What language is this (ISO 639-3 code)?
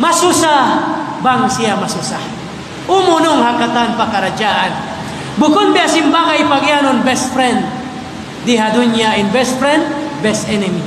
tsg